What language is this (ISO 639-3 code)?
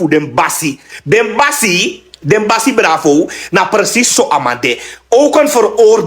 srn